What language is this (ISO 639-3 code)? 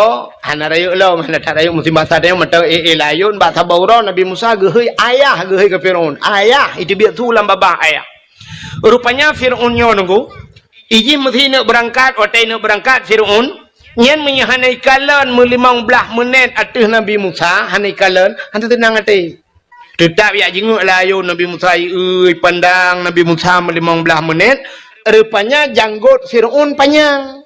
ace